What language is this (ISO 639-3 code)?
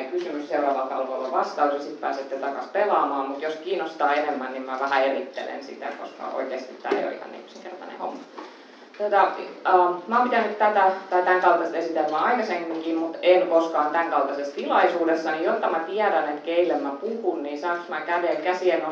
fin